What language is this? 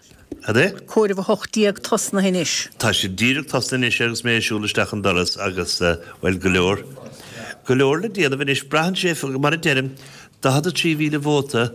Irish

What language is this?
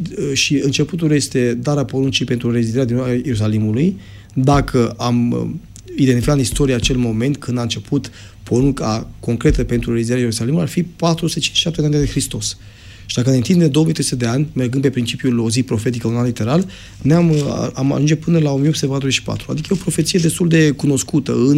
Romanian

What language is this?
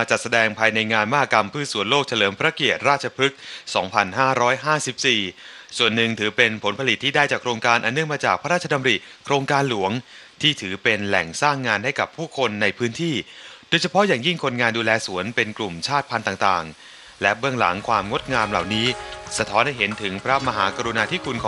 Thai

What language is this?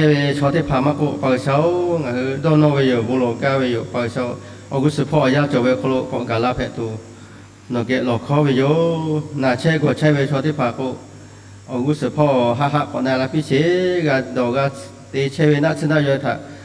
Lahu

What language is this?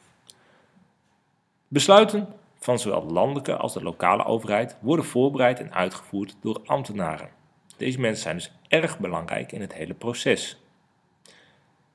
Dutch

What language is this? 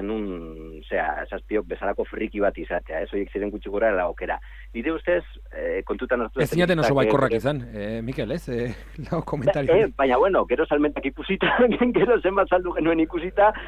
Basque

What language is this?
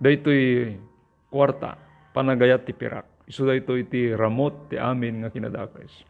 Iloko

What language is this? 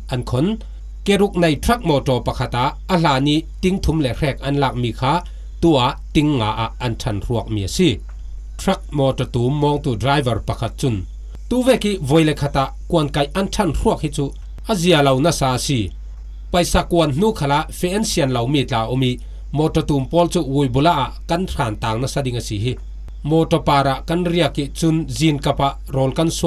Falam Chin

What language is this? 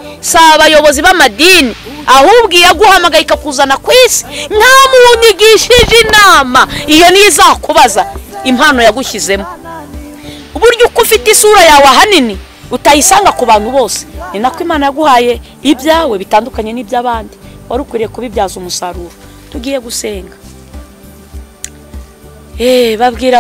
Kinyarwanda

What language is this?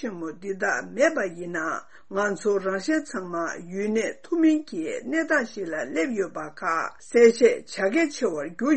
Tibetan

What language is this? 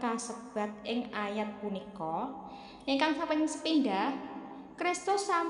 Javanese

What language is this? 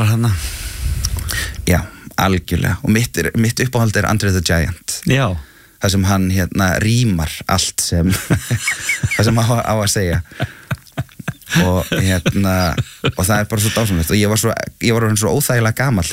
Icelandic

